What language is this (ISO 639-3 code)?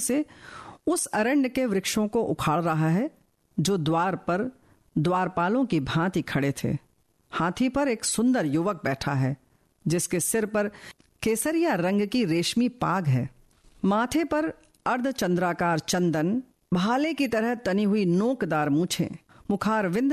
hin